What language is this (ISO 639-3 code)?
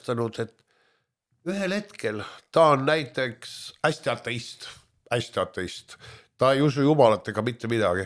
est